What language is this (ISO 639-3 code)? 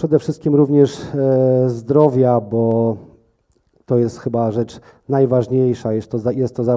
pol